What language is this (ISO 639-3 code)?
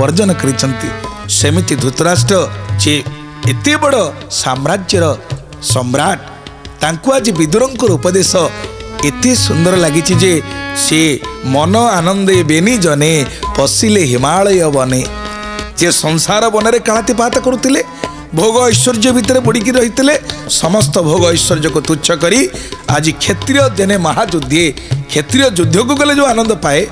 ori